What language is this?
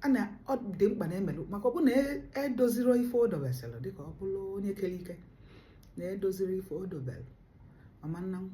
Igbo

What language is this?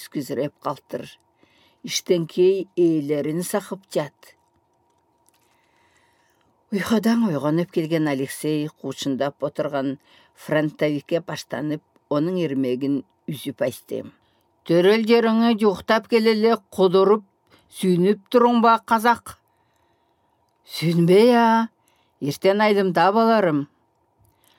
Southern Altai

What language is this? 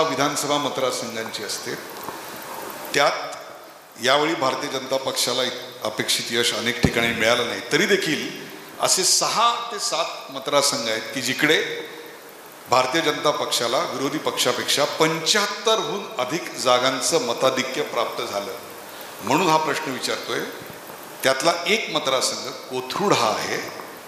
Marathi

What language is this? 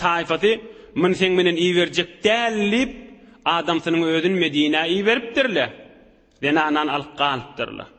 Turkmen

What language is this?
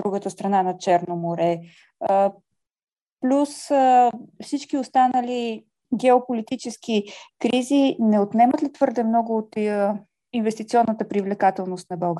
Bulgarian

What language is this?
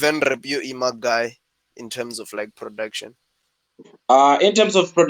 Venda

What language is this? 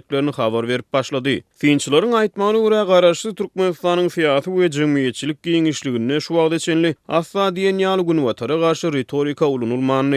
Turkmen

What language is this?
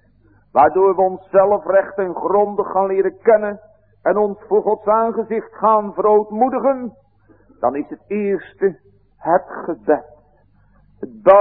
Dutch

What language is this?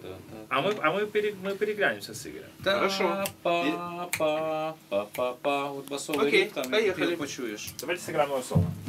Russian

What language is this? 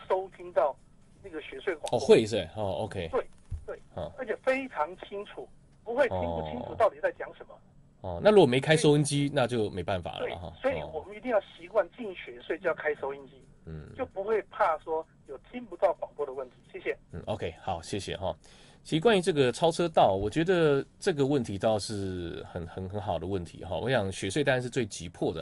Chinese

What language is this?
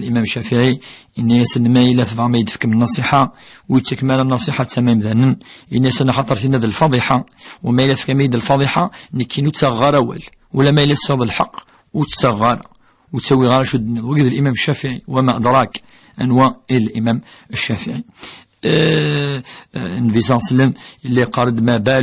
Kabyle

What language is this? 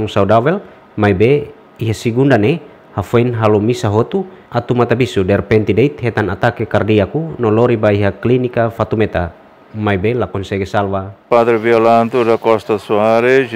Tetum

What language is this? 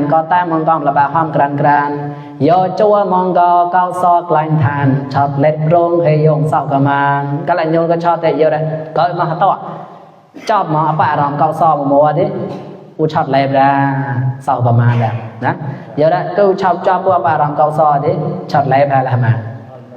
Mon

